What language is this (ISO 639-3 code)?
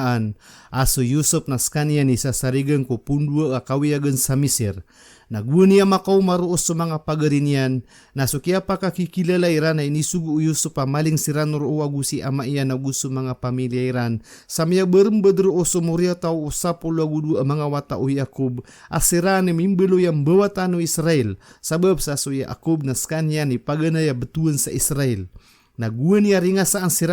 mrw